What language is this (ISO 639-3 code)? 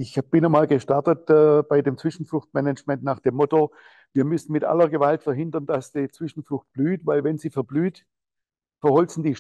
deu